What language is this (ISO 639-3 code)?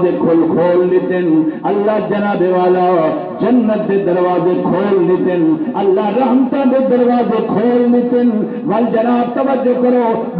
skr